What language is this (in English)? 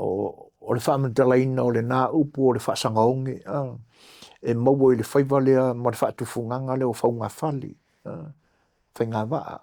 Samoan